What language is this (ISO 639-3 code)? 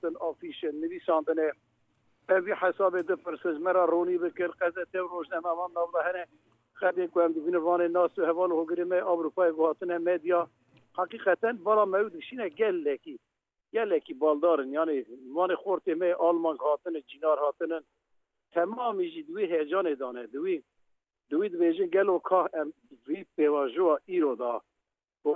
kur